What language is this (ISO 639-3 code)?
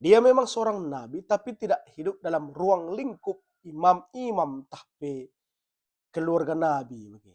btx